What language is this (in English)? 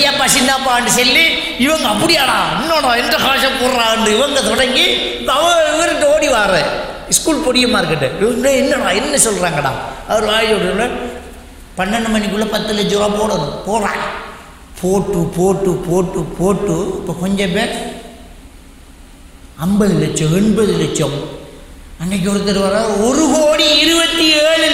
Tamil